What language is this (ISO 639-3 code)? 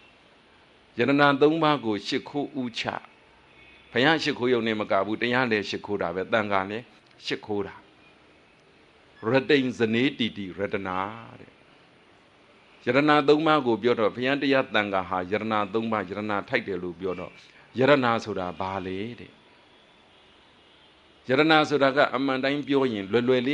mya